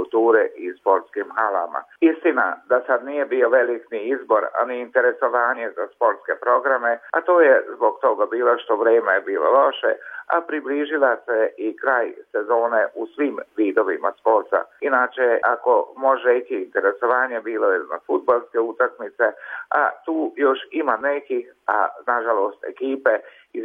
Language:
Serbian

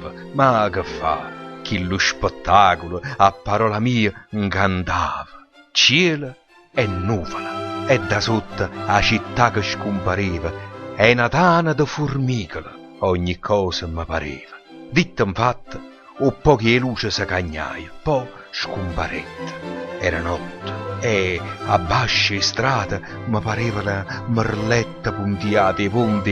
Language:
Neapolitan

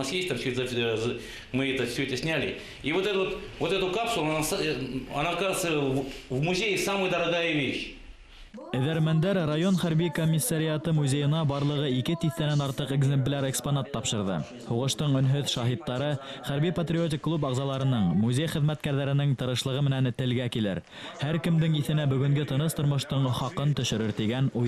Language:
Bashkir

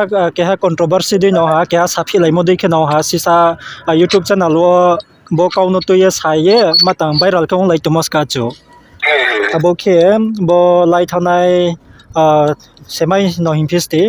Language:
Riang (India)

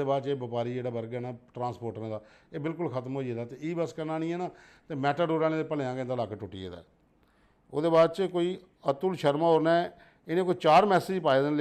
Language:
Dogri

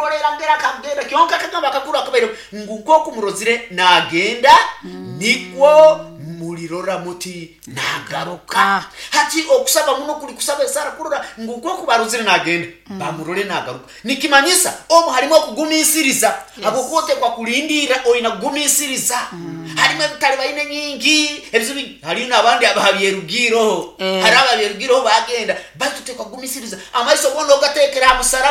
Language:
Nyoro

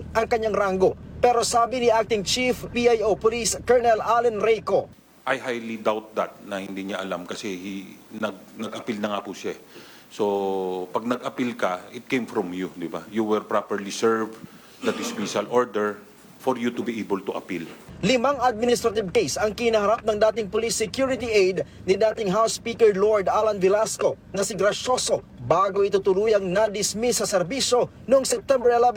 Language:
Filipino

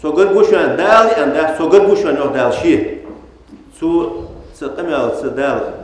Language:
Ingush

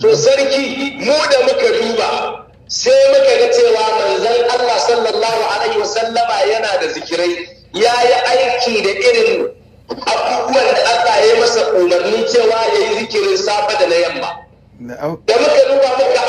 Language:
Hausa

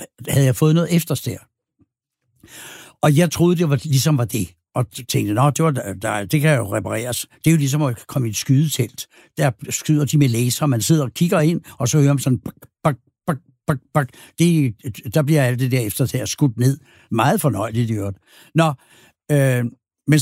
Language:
Danish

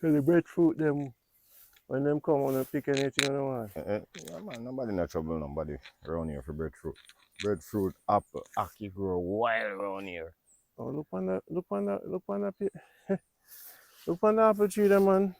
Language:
Jamaican Creole English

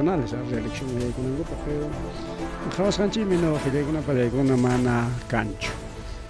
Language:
Ayacucho Quechua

